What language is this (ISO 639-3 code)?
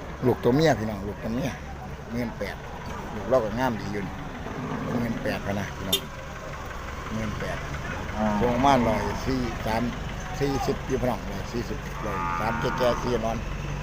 lao